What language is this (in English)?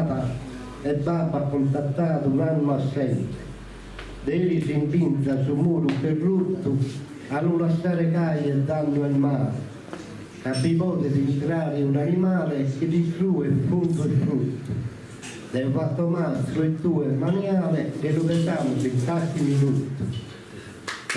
Sardinian